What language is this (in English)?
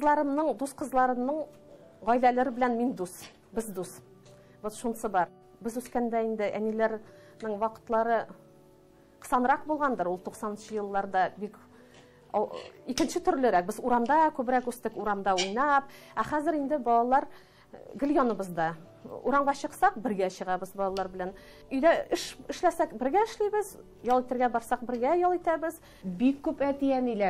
Tatar